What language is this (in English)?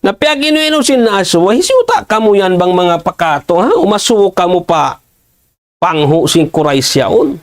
Tausug